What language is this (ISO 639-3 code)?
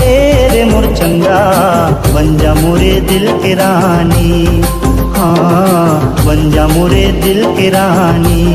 hne